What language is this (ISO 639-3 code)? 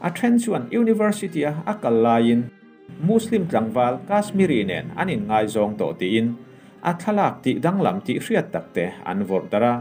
lus